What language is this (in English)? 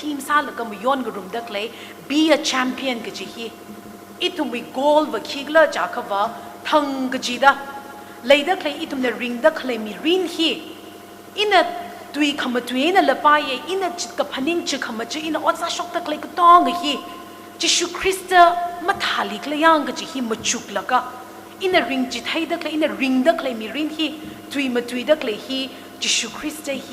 Tangkhul Naga (India)